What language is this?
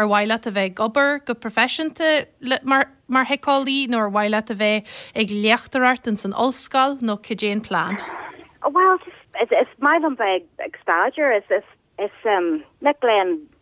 Irish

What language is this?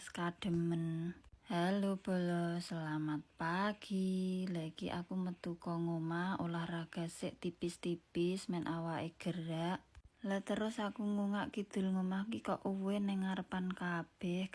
Javanese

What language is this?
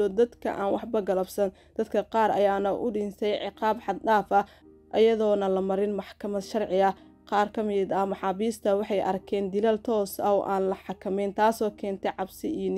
Somali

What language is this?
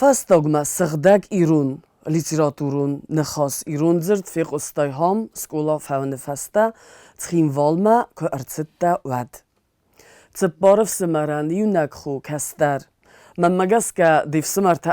Ossetic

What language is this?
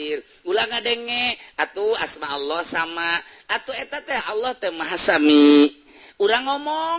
Sundanese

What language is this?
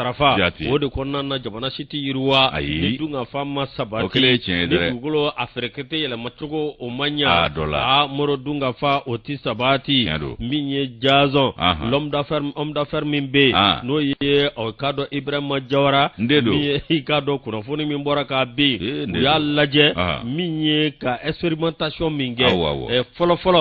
Bambara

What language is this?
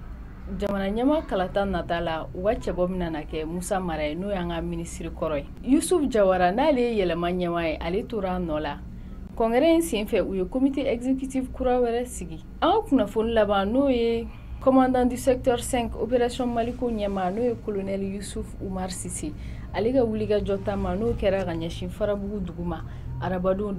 Bambara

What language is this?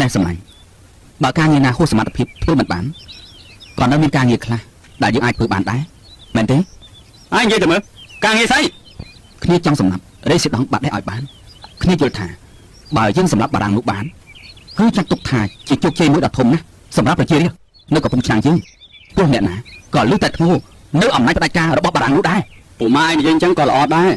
Khmer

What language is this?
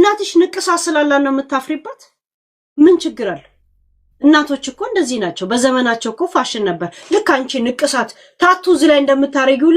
Amharic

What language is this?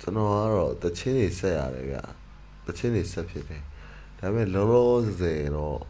Burmese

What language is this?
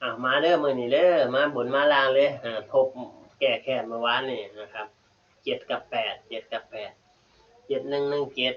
Northeastern Thai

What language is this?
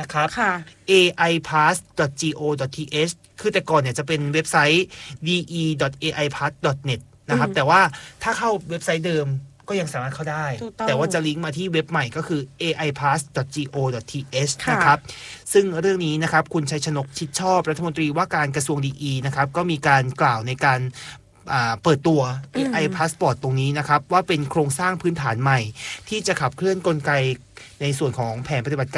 Thai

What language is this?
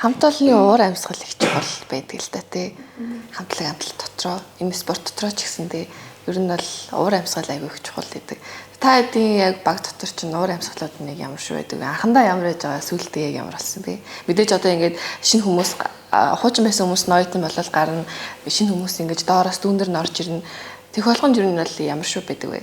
Mongolian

